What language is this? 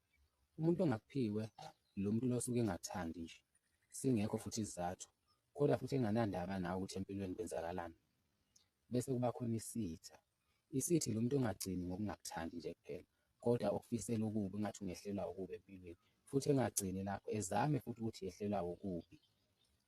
Zulu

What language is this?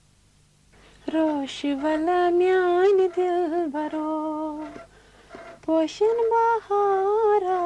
Kashmiri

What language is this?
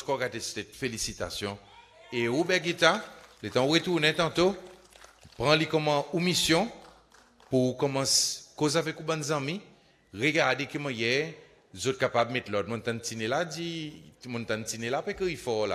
Seselwa Creole French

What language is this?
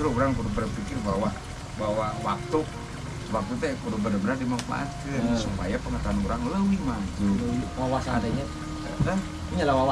Sundanese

